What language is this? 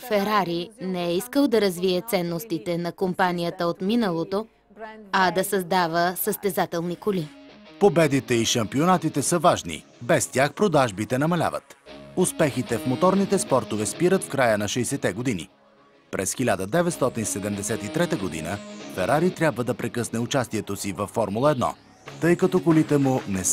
Bulgarian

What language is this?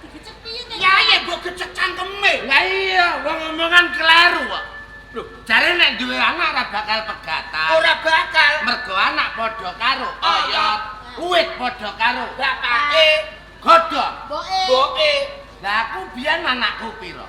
Javanese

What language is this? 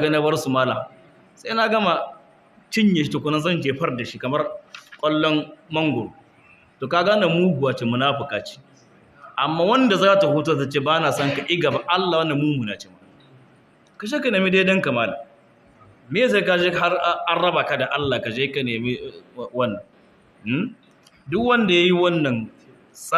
Hausa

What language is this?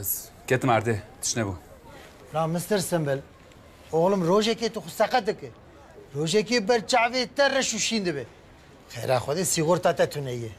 Kurdish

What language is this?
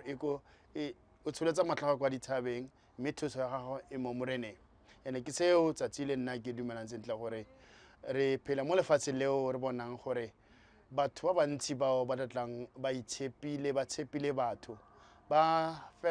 Tswana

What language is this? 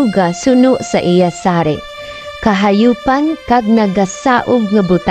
Hiligaynon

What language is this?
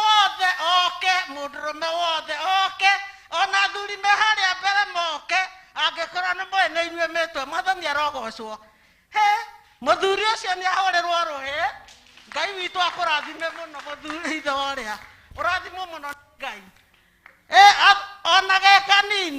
Kikuyu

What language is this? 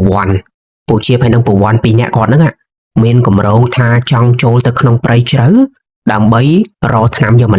Khmer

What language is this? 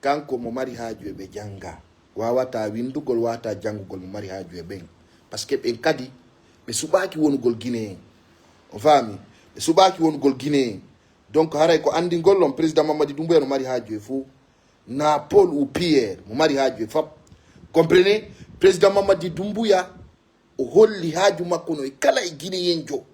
Fula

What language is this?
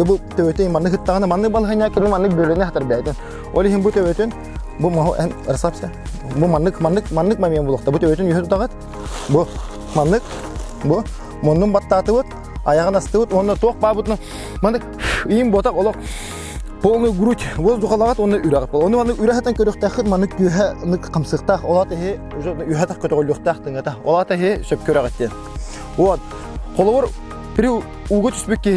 Yakut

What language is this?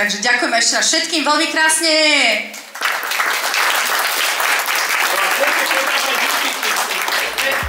Slovak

